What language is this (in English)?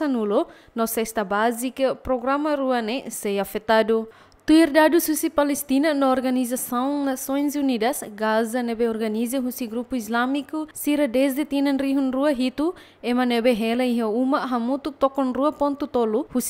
Tetum